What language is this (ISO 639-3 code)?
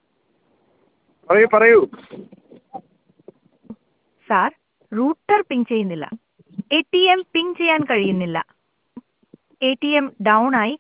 mal